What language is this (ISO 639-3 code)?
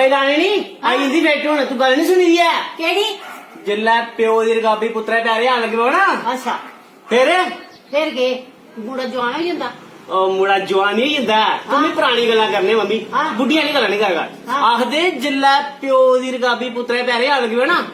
doi